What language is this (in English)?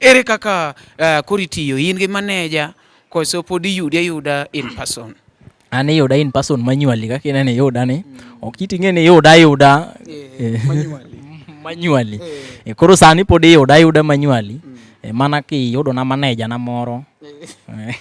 Luo (Kenya and Tanzania)